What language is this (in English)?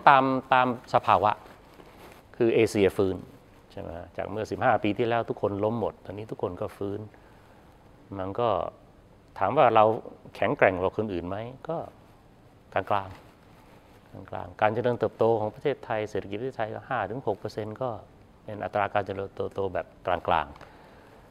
Thai